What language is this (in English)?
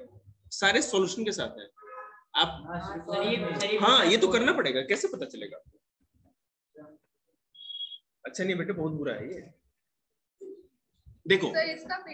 Hindi